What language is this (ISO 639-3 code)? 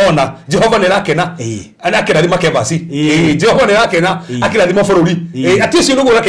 kik